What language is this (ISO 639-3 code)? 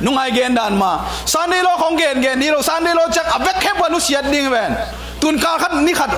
ctd